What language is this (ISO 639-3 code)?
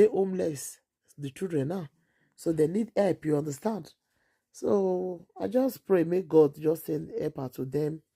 pcm